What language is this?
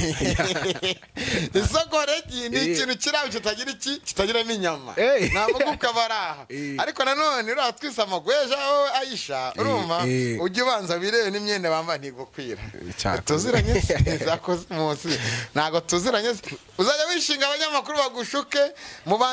Kinyarwanda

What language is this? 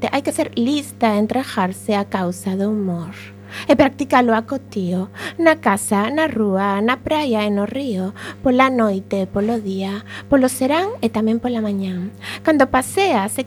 Galician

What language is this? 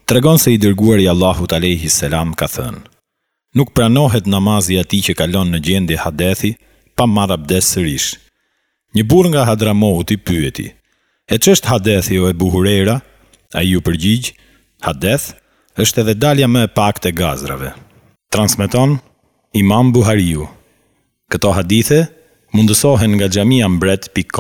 Albanian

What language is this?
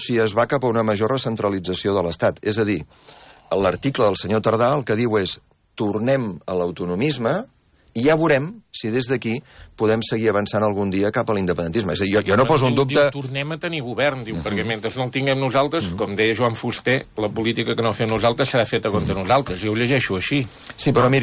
Catalan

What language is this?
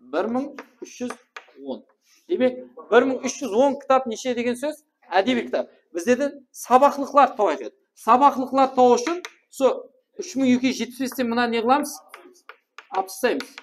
Kara-Kalpak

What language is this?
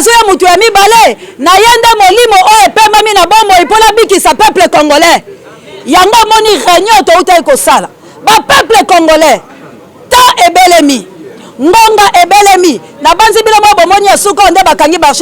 Lingala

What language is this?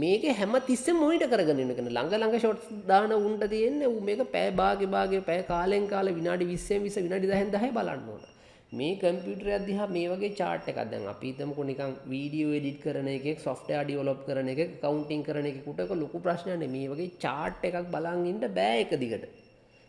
Sinhala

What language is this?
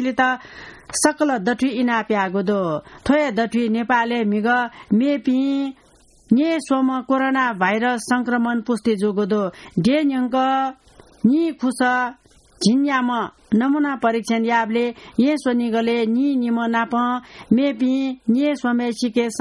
Newari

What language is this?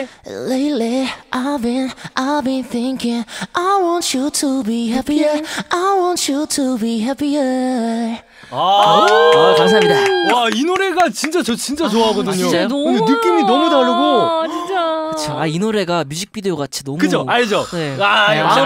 Korean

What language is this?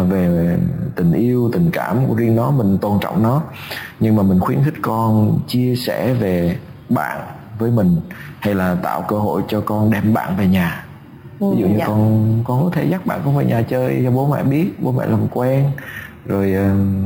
Vietnamese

